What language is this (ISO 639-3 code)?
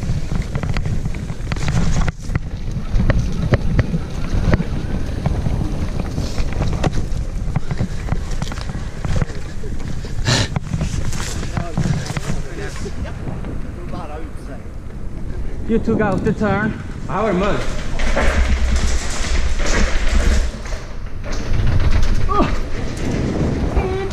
swe